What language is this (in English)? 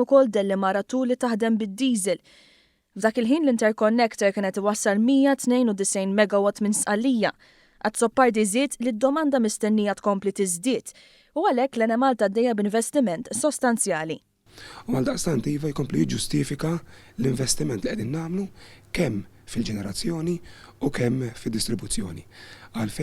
Maltese